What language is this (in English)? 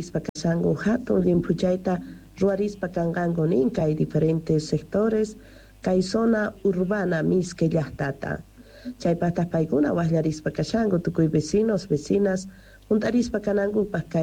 Quechua